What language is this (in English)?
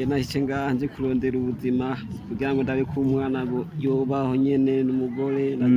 Rundi